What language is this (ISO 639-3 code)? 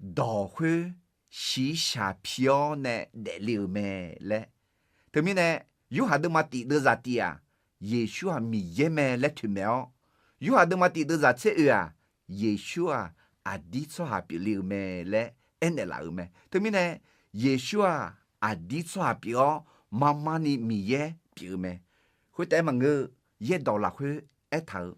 ahk